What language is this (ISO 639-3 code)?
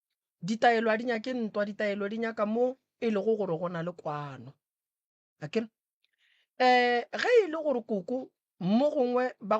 nso